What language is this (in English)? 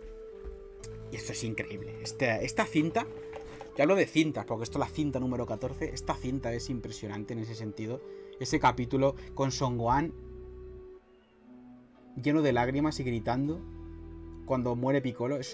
Spanish